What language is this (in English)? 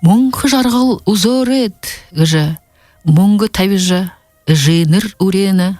Buriat